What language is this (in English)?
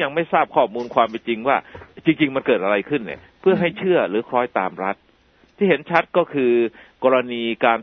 Thai